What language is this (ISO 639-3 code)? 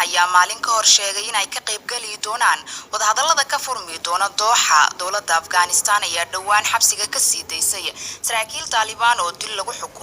som